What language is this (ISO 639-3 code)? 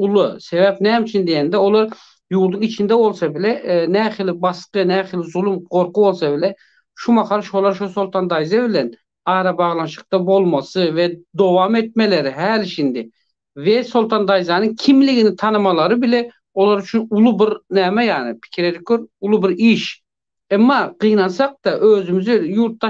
tuk